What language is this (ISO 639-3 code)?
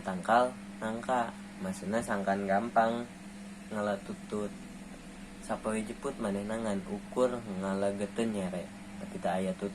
sun